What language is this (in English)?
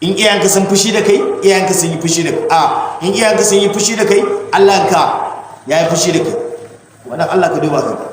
Hausa